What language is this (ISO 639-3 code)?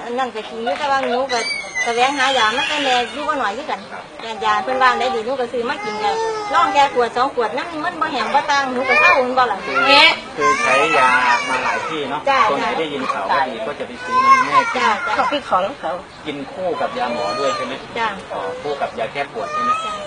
tts